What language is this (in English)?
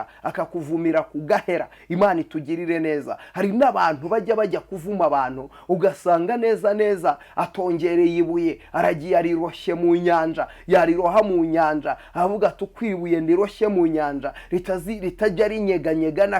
Kinyarwanda